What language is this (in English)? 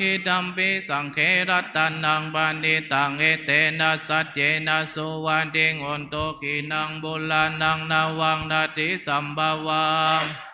Pali